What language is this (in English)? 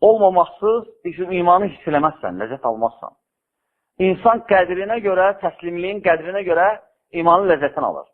Azerbaijani